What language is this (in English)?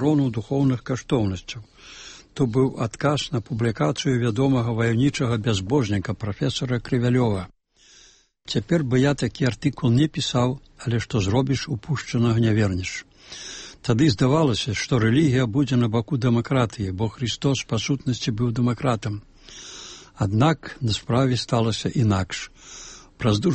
Belarusian